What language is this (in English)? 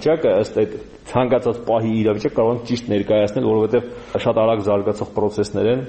Armenian